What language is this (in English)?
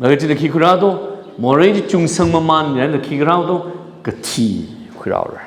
Tangkhul Naga (India)